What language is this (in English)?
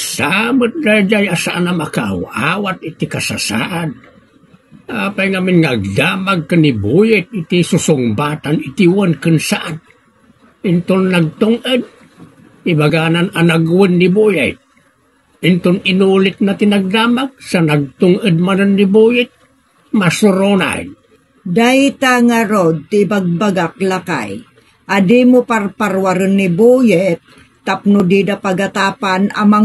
Iloko